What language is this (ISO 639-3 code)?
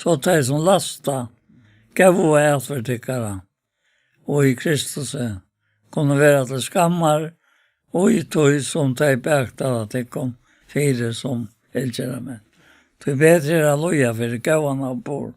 fao